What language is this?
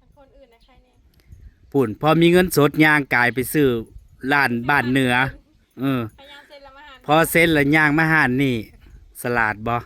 Northeastern Thai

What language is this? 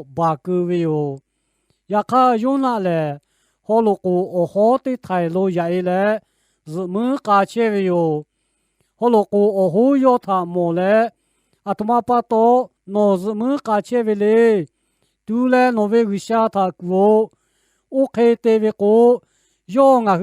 Lahu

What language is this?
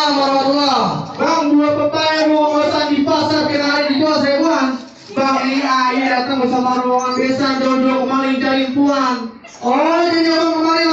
Betawi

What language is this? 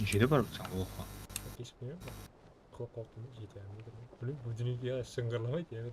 Kara-Kalpak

